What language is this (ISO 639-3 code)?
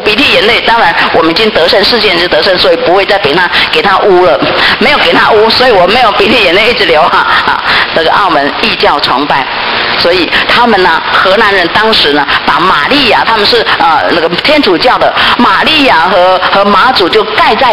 zho